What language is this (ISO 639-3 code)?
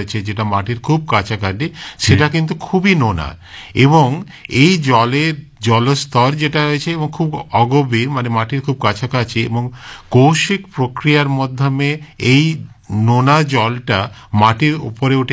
ben